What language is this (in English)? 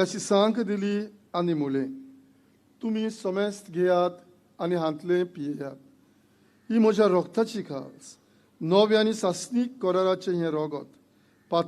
Konkani